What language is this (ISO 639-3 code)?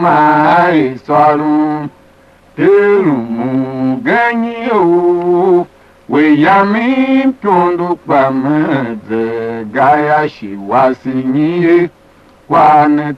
tiv